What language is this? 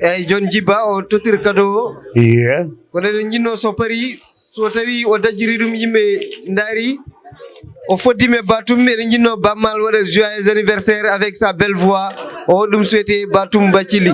Fula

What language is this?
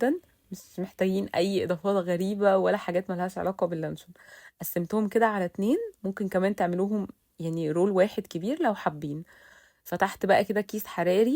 Egyptian Arabic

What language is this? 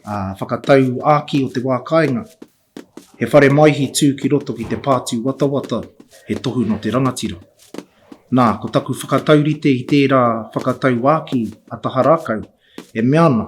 Māori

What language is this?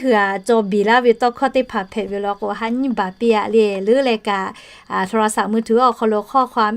Lahu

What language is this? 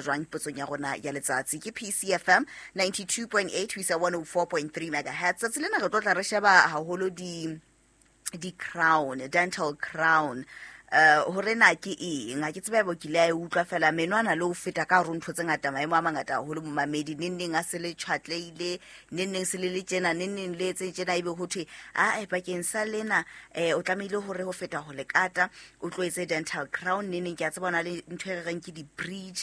Southern Sotho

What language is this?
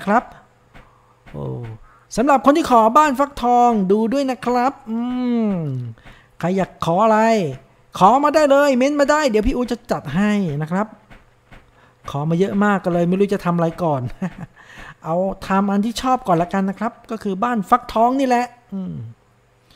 Thai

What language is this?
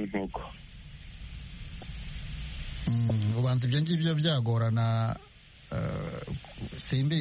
Kinyarwanda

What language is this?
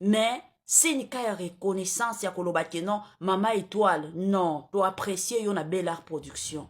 Lingala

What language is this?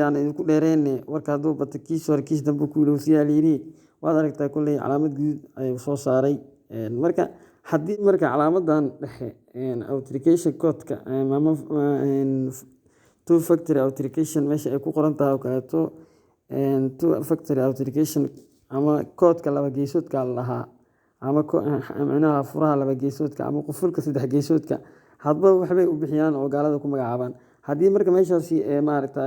Somali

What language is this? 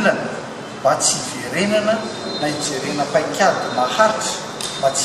Malagasy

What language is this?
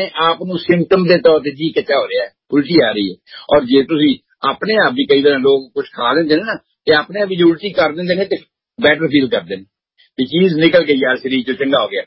Punjabi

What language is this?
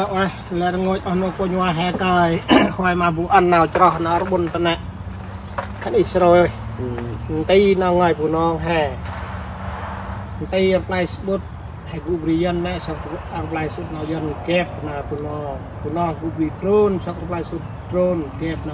Central Mnong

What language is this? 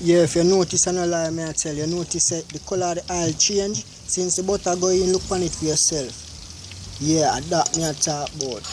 Jamaican Creole English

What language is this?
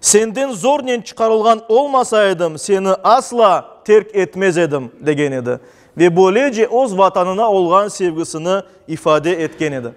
Crimean Tatar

